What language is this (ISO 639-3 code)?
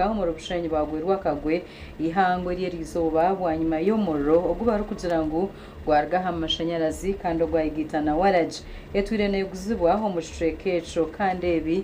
nyn